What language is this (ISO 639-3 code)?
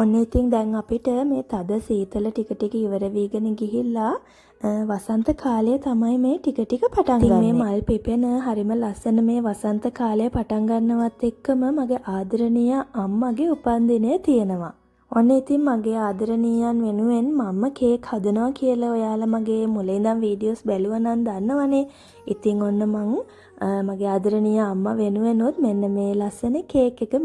sin